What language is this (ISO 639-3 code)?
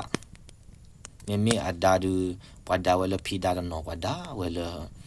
ksw